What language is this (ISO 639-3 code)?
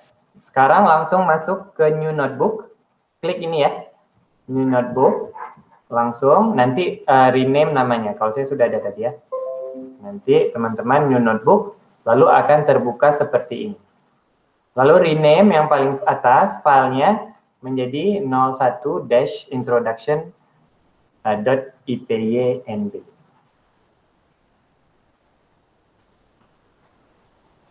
ind